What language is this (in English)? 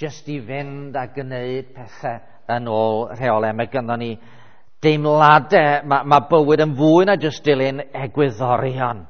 Welsh